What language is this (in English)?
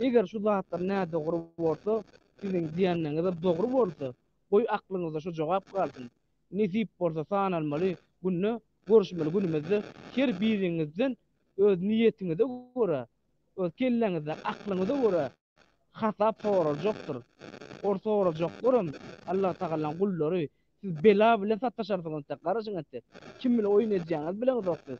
Turkmen